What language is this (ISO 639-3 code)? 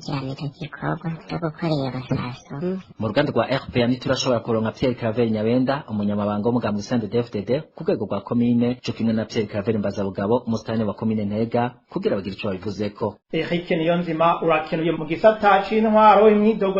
run